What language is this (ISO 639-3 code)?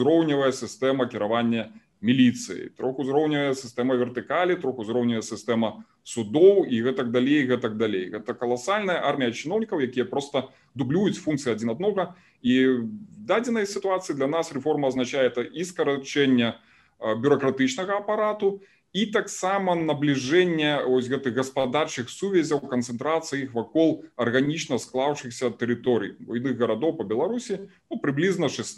bel